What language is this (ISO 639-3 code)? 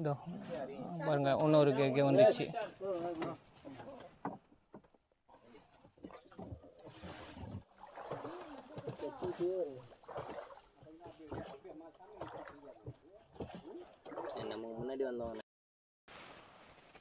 tam